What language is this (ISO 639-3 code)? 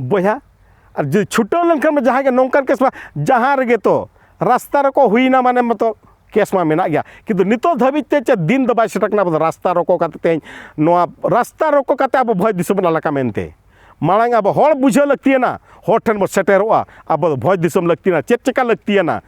sat